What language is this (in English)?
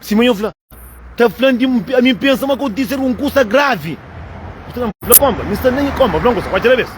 Kabuverdianu